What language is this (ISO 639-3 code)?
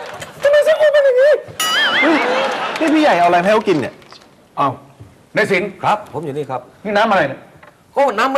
tha